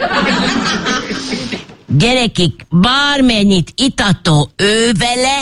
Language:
Hungarian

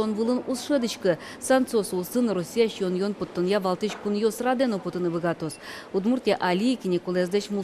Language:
Udmurt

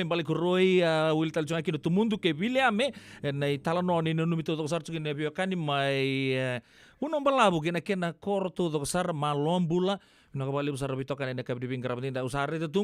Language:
Fijian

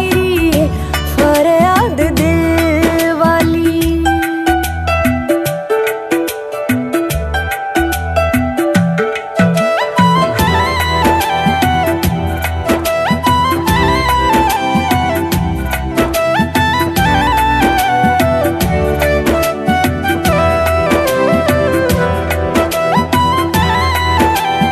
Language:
Hindi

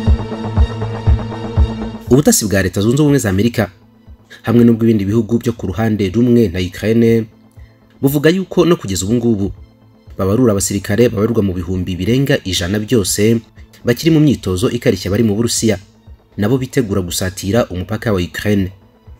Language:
Kinyarwanda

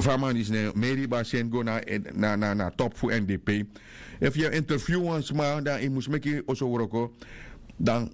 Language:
Sranan Tongo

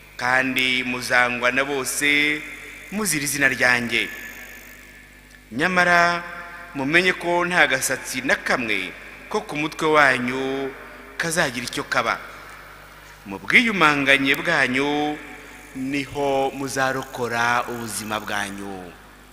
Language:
Kinyarwanda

